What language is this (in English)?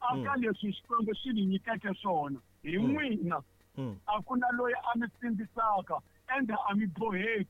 Tsonga